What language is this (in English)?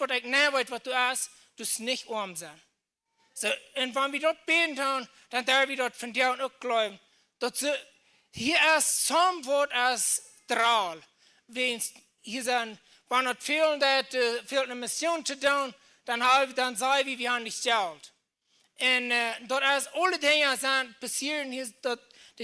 Plautdietsch